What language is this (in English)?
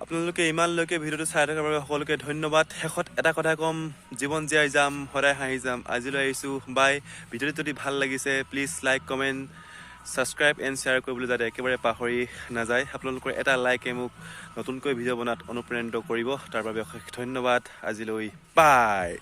Assamese